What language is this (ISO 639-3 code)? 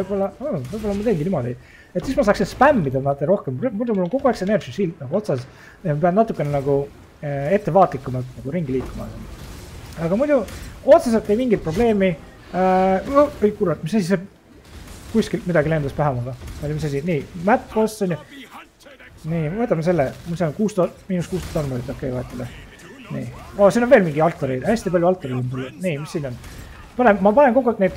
est